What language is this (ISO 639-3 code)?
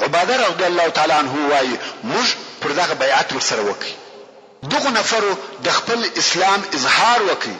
pus